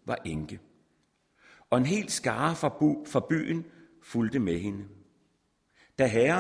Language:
Danish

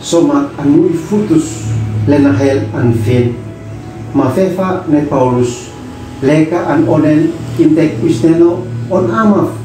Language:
Uab Meto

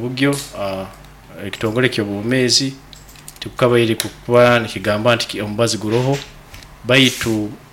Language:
Nyoro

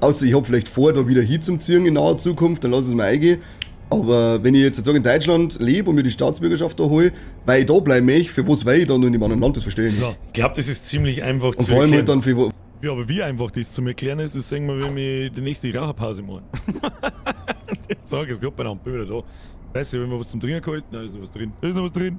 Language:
Bavarian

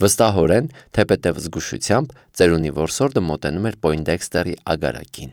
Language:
Armenian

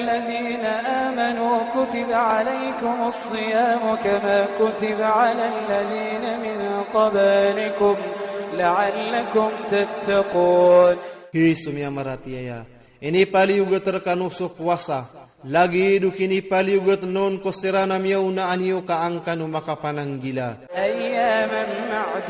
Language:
Iranun (Philippines)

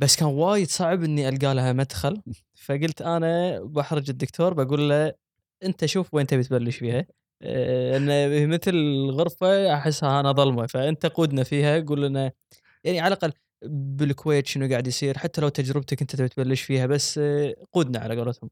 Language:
Gulf Arabic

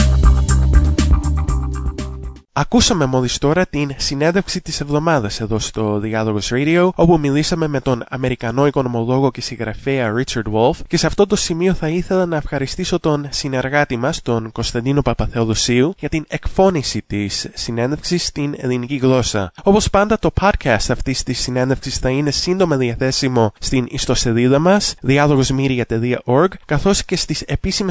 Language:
Greek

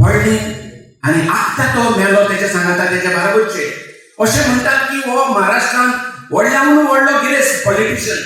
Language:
Konkani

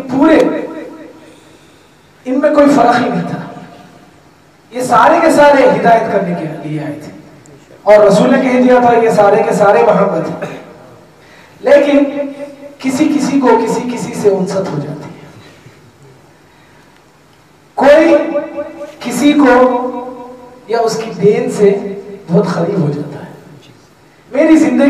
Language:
Urdu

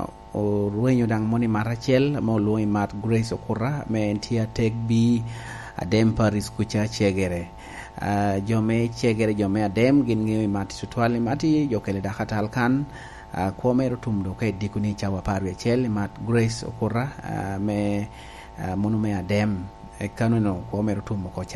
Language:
Lango (Uganda)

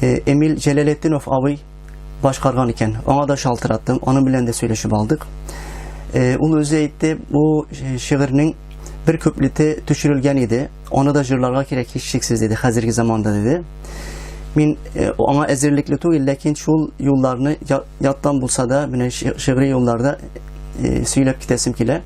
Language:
Tatar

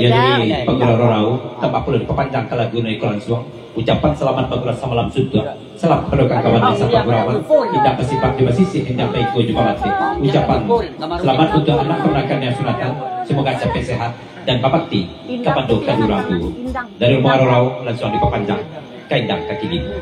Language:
Minangkabau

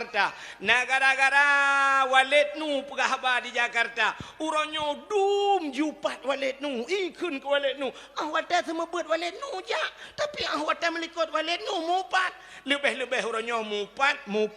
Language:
Achinese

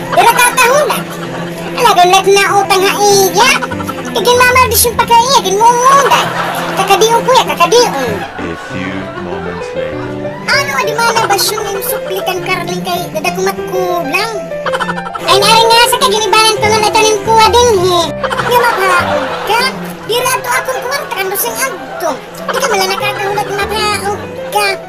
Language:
Waray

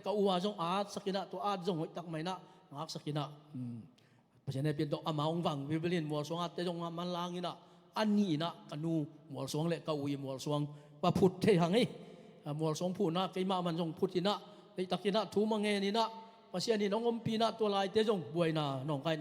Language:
Tedim Chin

